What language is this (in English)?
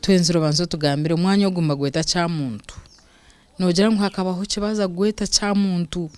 Nyankole